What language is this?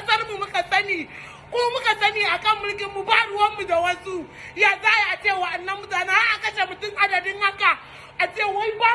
Hausa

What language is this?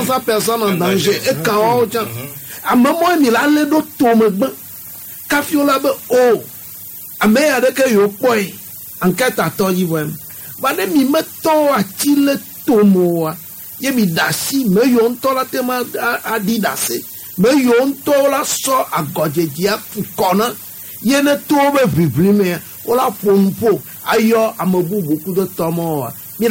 Gen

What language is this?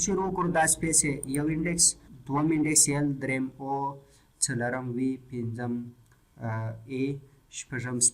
Pashto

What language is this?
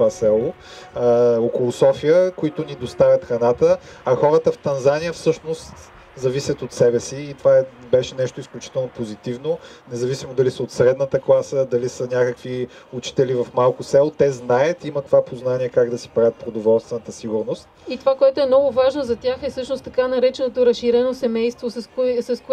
Bulgarian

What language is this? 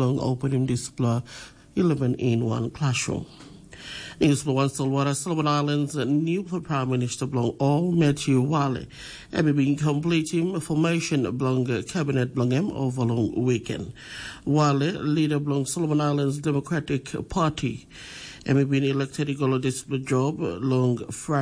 Tok Pisin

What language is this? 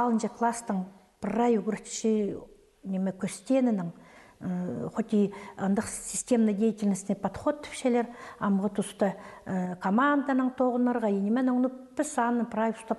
Khakas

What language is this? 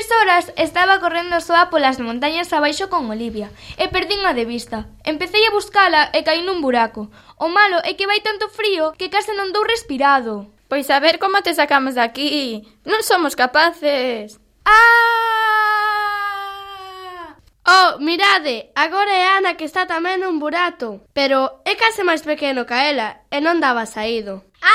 Galician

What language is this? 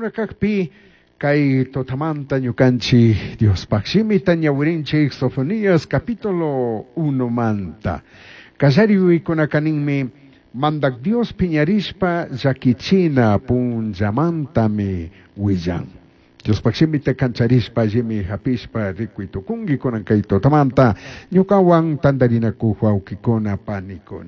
Chimborazo Highland Quichua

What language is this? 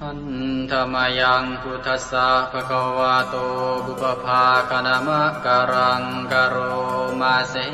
Pali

